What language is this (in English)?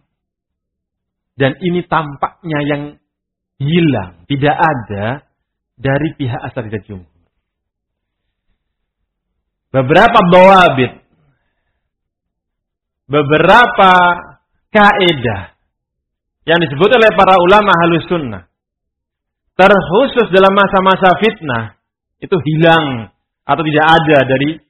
Indonesian